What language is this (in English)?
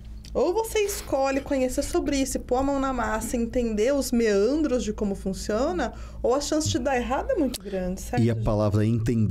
Portuguese